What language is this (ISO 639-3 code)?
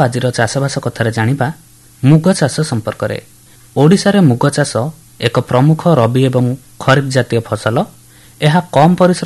ori